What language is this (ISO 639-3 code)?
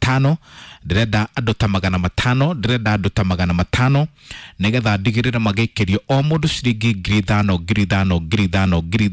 kik